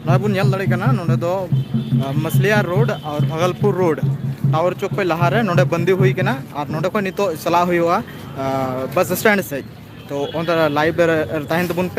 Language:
Santali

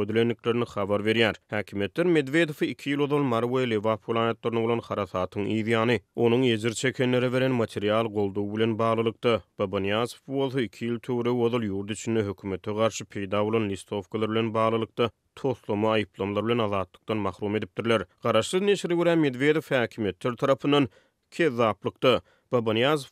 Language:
Turkmen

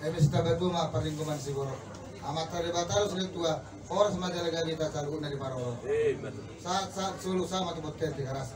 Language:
Batak Toba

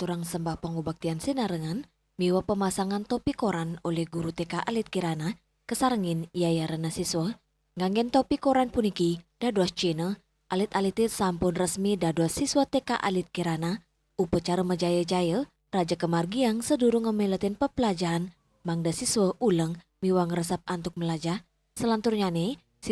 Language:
Balinese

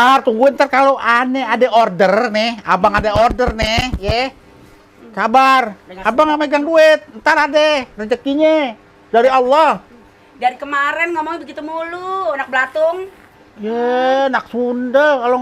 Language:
Betawi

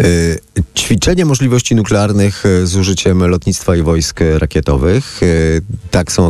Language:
Polish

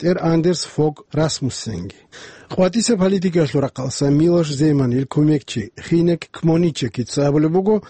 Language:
Avaric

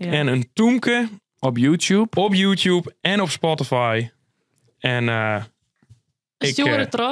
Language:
Western Frisian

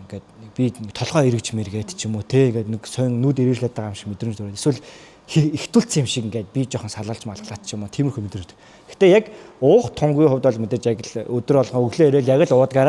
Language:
Mongolian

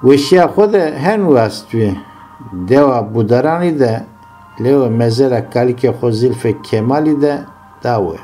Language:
Zaza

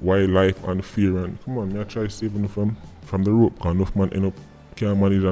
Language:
Jamaican Creole English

